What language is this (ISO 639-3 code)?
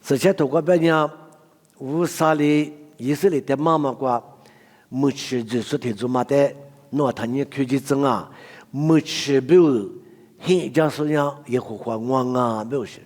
lis